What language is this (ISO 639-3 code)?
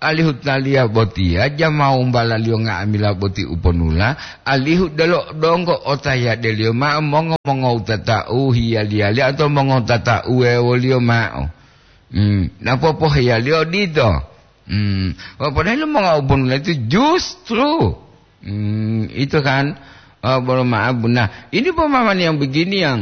gor